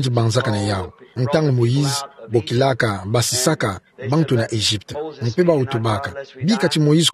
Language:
Kituba (Democratic Republic of Congo)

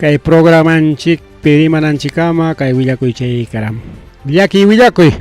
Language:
Ayacucho Quechua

